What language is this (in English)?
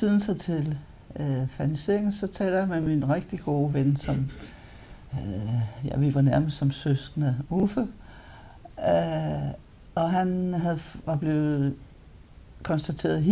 Danish